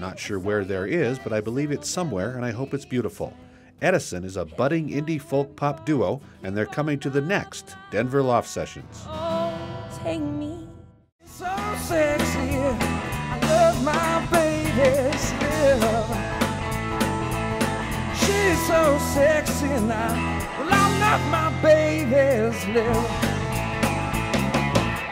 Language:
English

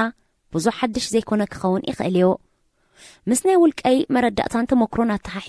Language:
Tigrinya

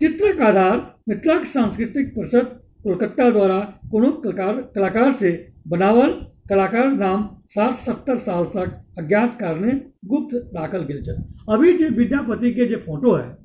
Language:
Maithili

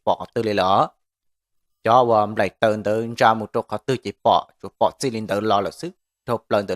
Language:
Hmong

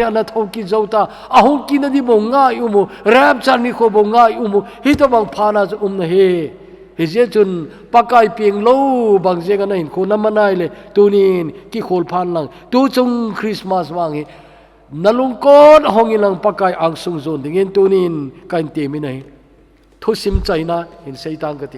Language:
Thado Chin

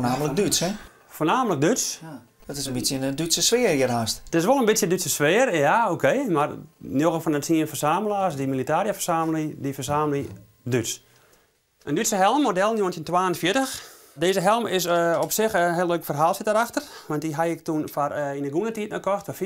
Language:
Western Frisian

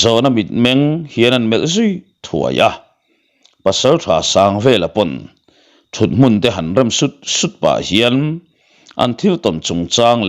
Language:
Mizo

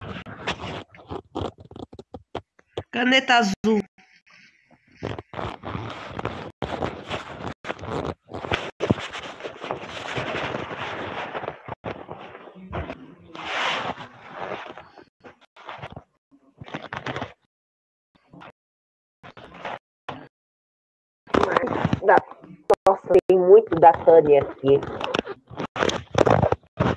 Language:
Portuguese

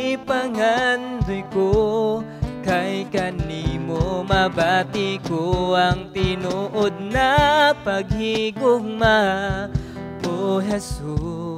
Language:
Cebuano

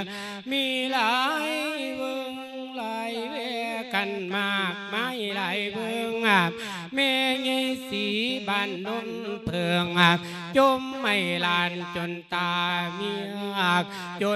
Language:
Lao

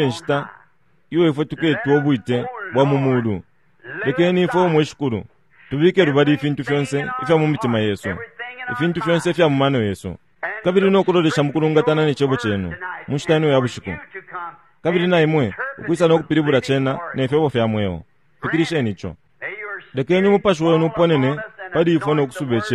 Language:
Bemba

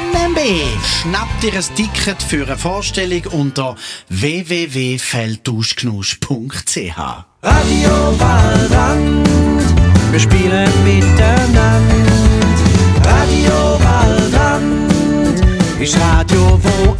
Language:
Swiss German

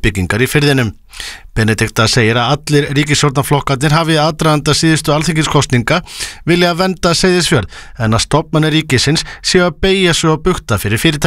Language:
Icelandic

